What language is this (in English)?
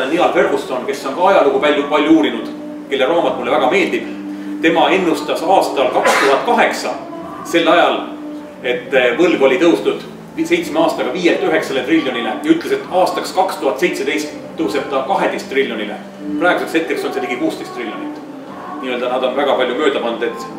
Estonian